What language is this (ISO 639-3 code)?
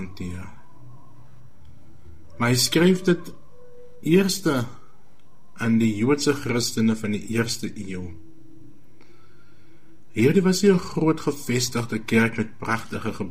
afr